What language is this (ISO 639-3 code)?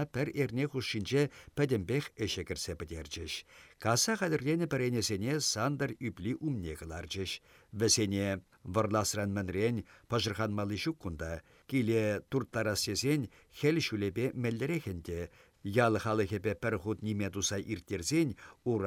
chv